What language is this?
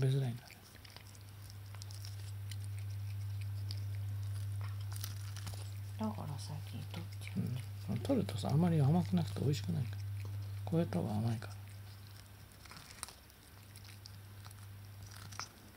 Japanese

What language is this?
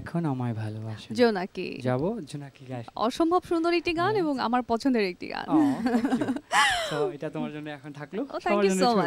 Bangla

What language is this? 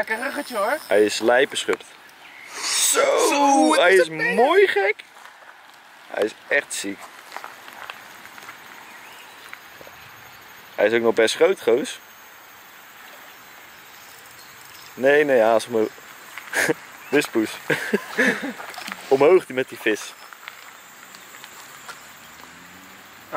Dutch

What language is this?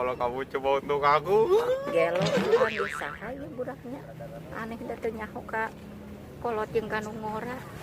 Sundanese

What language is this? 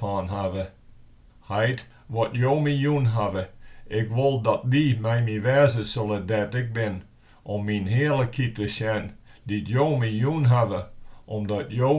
Western Frisian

